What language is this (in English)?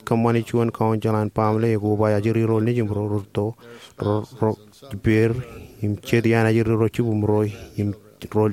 Marshallese